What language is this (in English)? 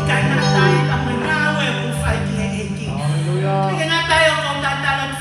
Tongan